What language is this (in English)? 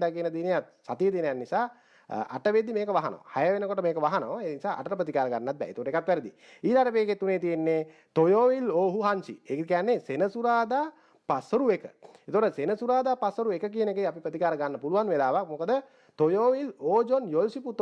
Sinhala